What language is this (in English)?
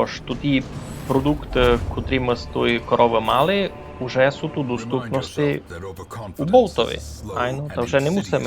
Rusyn